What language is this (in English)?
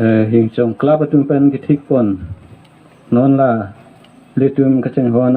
Karbi